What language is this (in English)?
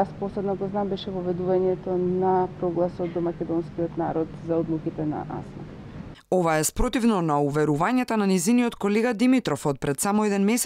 Macedonian